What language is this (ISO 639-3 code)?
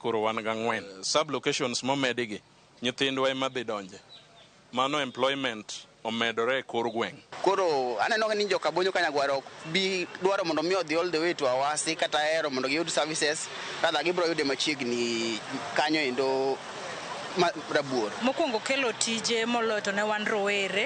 luo